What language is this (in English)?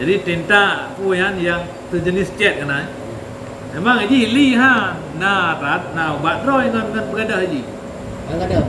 Achinese